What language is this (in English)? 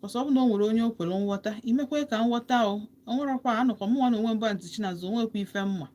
Igbo